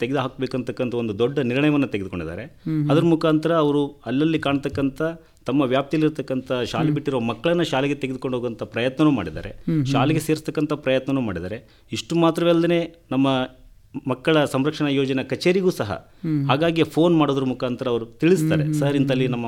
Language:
Kannada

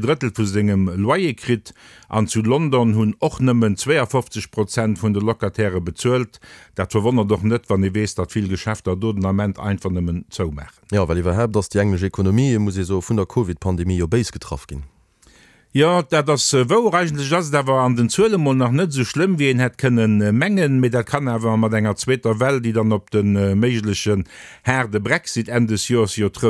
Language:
Luxembourgish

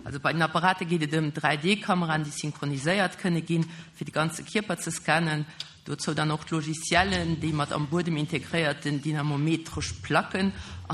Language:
Luxembourgish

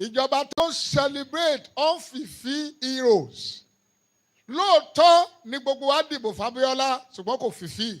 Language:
Yoruba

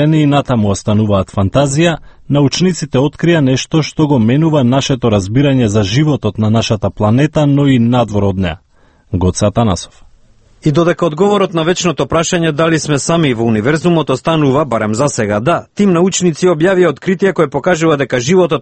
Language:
Macedonian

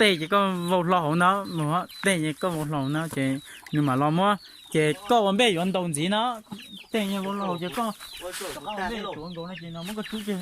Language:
Hmong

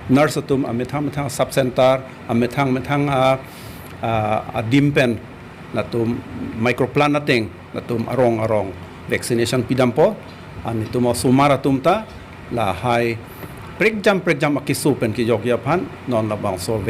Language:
Karbi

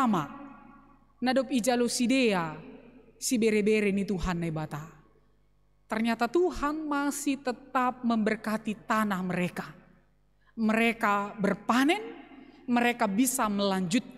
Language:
Batak Simalungun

